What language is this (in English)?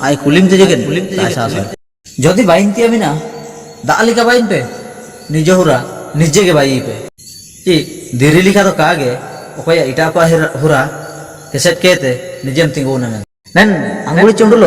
Ho